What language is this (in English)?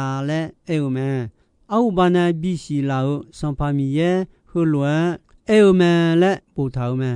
Akha